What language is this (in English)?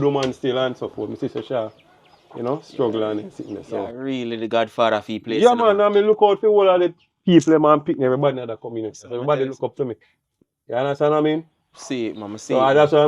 Jamaican Creole English